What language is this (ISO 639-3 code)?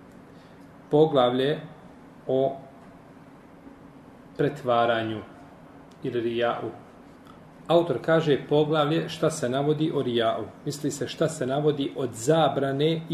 bos